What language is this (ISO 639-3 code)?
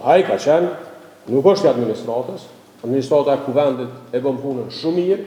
sqi